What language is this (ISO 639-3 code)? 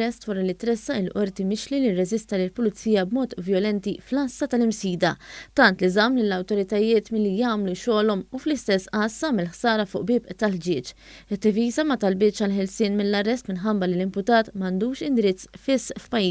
mlt